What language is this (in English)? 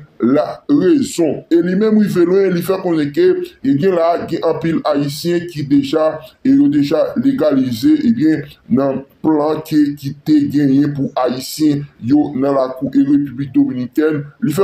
Haitian Creole